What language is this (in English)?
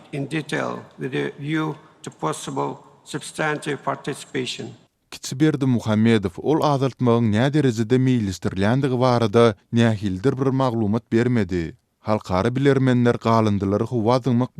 Turkmen